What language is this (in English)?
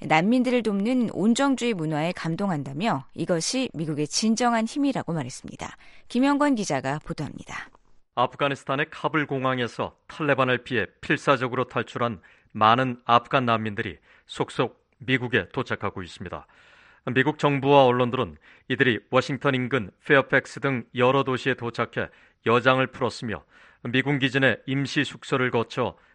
Korean